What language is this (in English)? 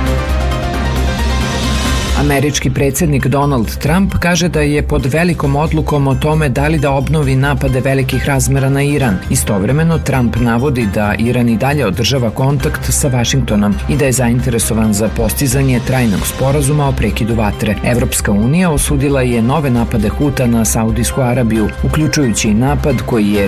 Serbian